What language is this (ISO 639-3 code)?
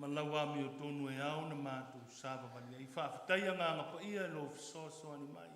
smo